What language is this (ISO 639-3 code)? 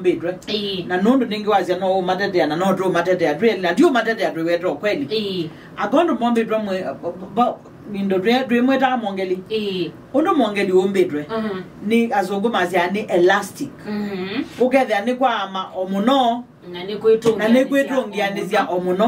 kam